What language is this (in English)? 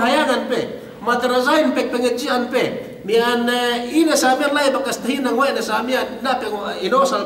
Yakan